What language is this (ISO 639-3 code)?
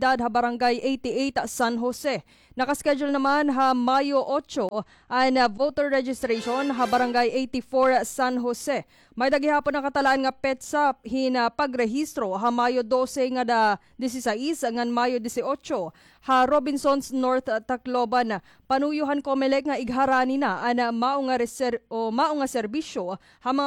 war